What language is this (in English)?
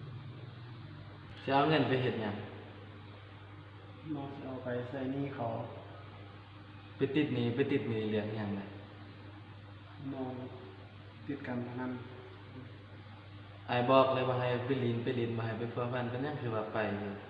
Lao